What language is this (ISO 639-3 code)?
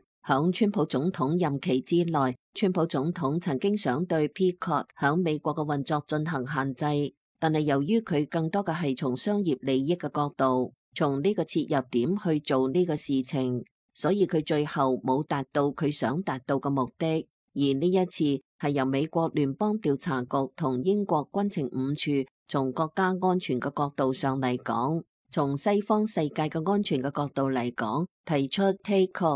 yue